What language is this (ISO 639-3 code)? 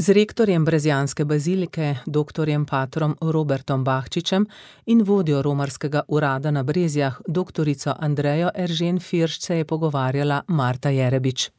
slv